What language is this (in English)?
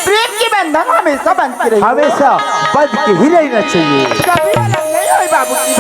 Chhattisgarhi